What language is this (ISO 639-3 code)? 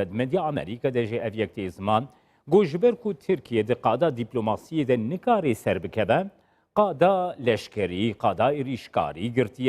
kur